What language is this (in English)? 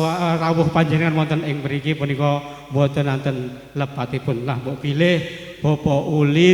Javanese